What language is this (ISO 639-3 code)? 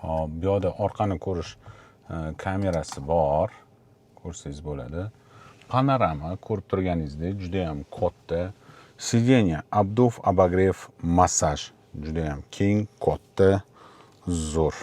uzb